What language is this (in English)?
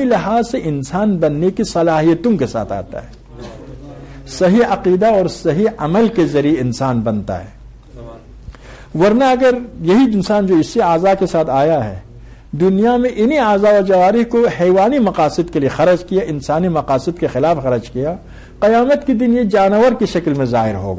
Urdu